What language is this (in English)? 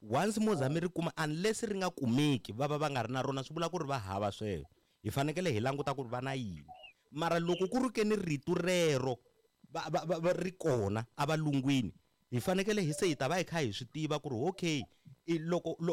Tsonga